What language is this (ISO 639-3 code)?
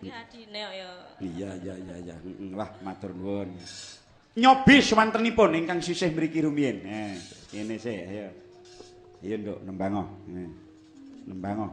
jav